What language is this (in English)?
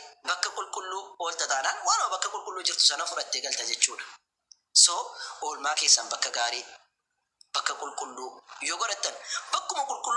Oromo